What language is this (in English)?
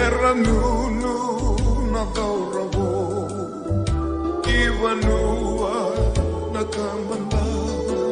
Fijian